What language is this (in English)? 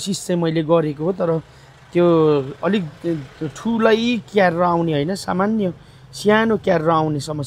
Nepali